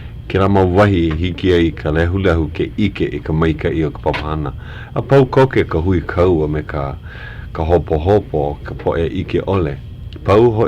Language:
Hawaiian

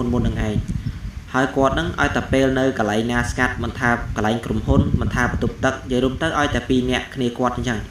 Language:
Khmer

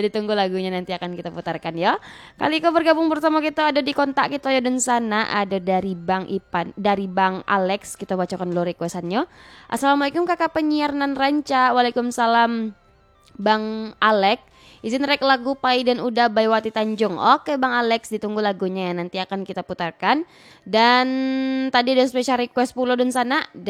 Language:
Minangkabau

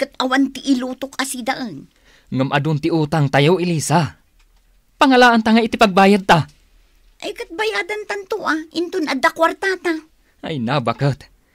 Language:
Iloko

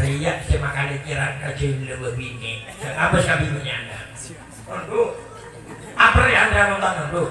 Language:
Madurese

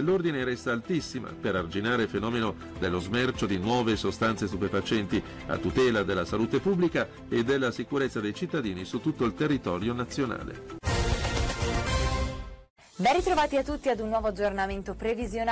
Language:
Italian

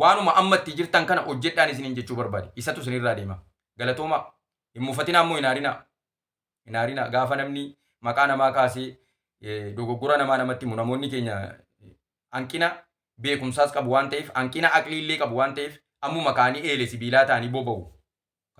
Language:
Oromo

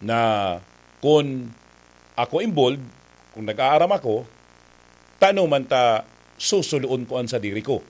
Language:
Bikol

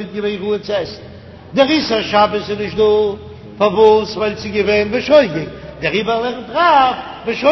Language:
Yiddish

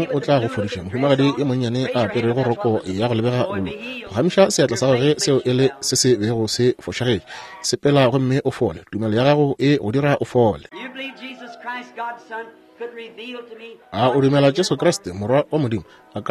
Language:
Northern Sotho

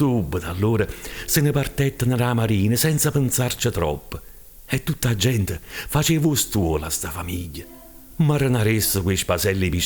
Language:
Neapolitan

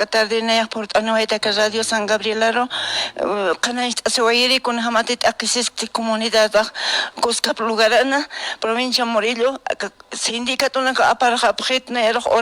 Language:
Aymara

